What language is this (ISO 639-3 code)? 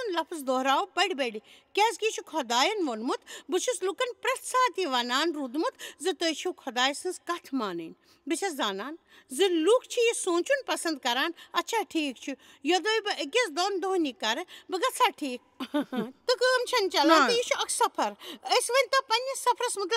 kas